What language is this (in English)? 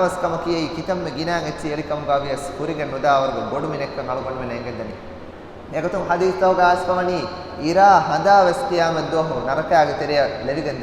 Divehi